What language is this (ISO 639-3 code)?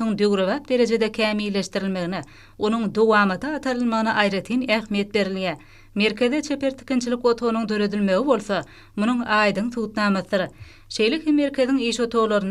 tuk